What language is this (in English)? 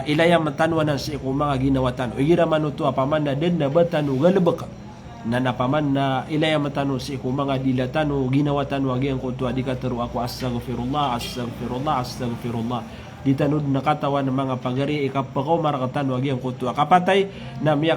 Maranao